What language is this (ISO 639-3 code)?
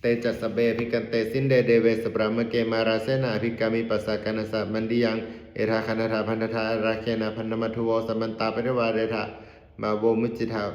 pli